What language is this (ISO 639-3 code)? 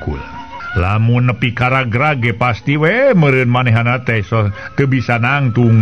sun